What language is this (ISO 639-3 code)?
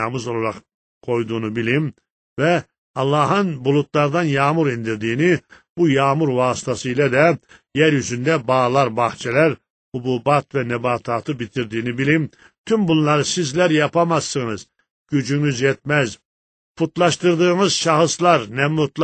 tur